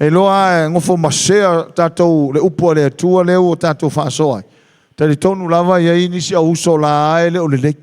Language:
Samoan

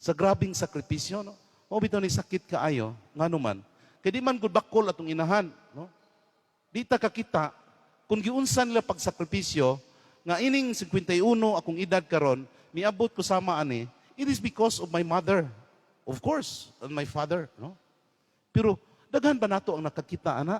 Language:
Cebuano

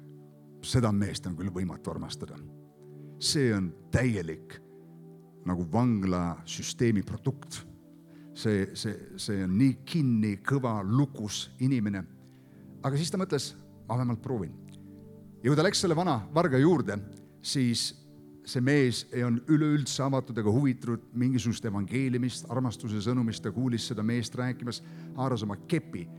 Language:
Estonian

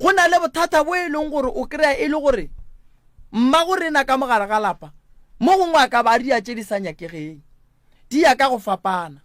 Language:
Northern Sotho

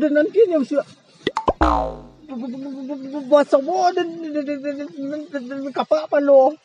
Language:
Minangkabau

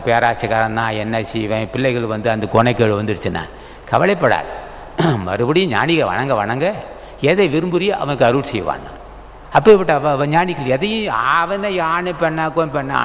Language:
Tamil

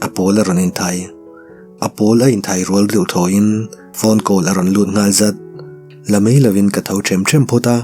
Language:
Mizo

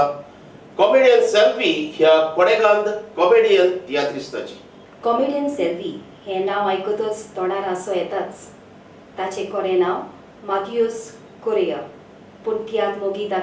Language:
Konkani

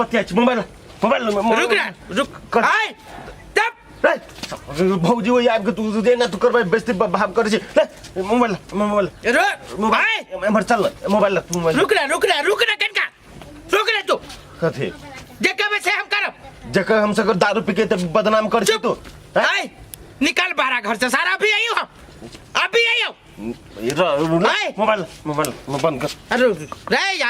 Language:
Maithili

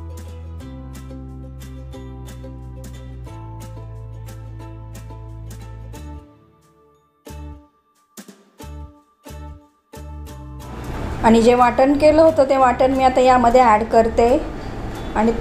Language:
Marathi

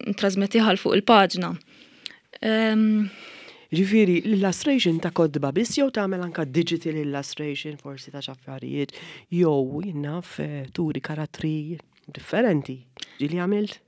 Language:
Maltese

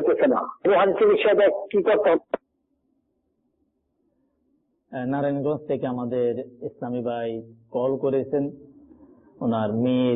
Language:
Bangla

